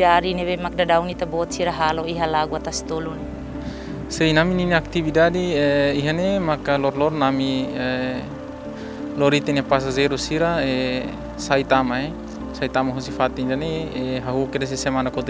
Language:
Tetum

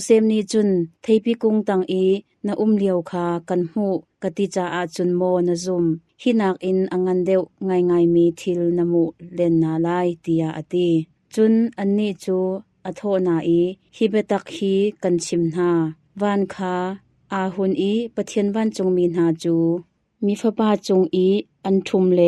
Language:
Hakha Chin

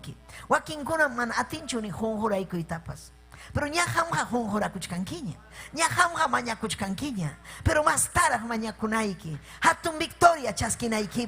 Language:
Ayacucho Quechua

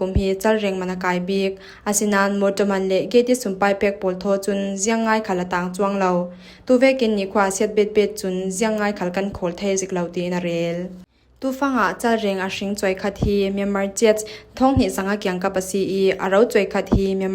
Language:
Falam Chin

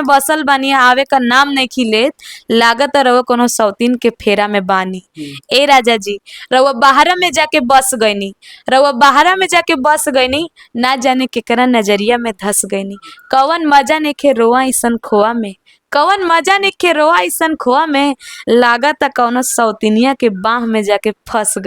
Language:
Bhojpuri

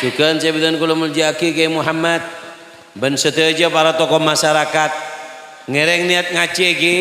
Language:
Madurese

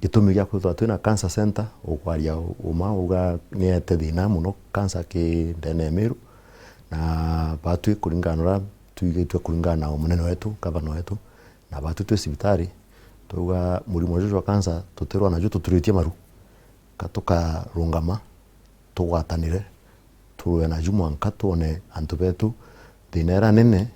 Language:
Meru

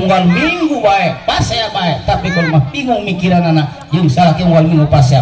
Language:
Sundanese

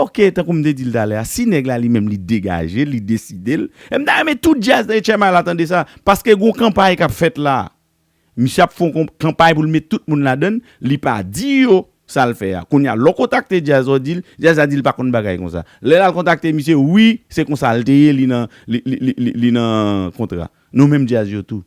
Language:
Haitian Creole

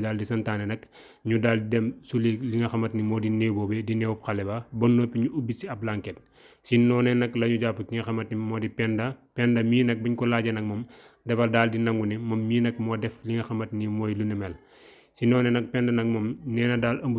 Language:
Wolof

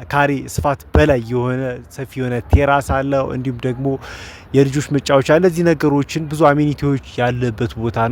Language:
Amharic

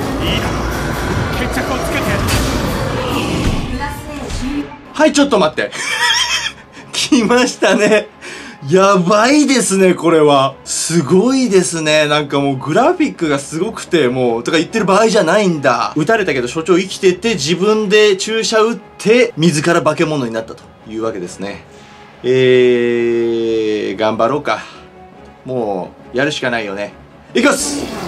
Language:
Japanese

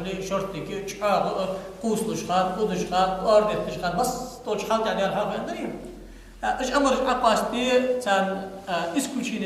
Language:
Ingush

